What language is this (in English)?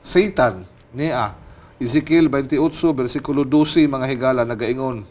Cebuano